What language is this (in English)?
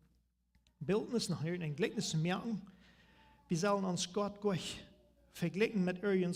Plautdietsch